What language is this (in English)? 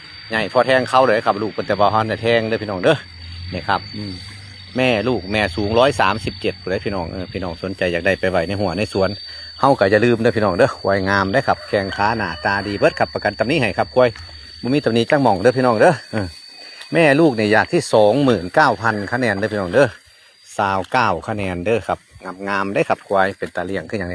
Northeastern Thai